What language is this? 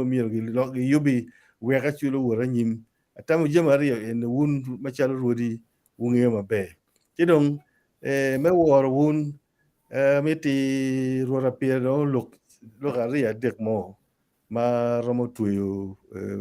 Acoli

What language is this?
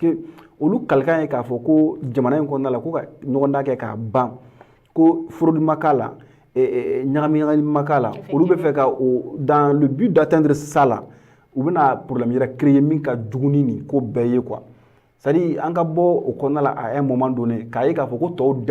Bambara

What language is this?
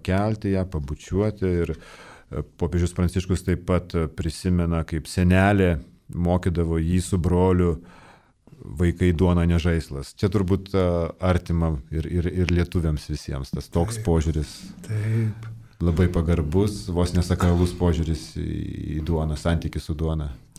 Lithuanian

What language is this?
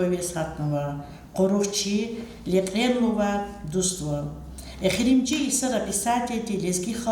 Lezghian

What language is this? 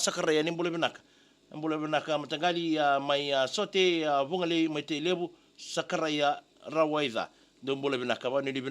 Fijian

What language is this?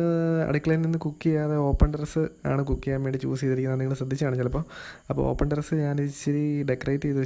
Malayalam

